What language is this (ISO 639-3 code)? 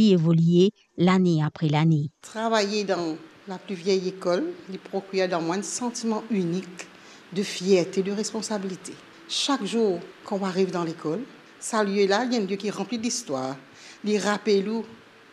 mfe